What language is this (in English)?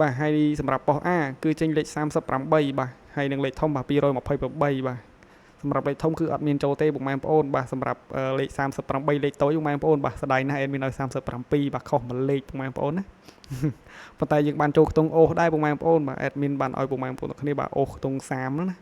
Khmer